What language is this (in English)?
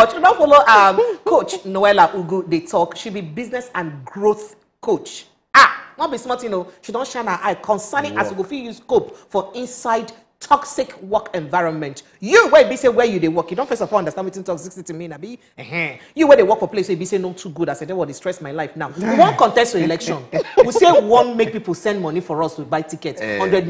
Nigerian Pidgin